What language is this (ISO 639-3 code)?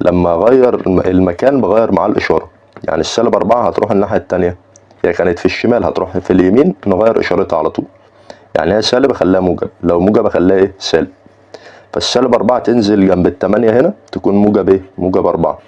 arz